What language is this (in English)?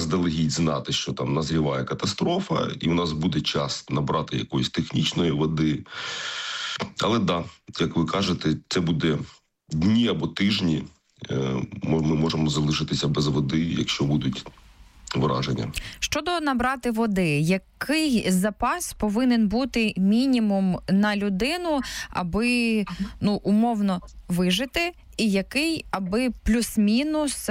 Ukrainian